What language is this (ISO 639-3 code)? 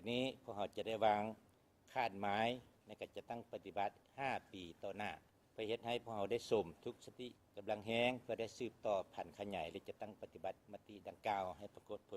lao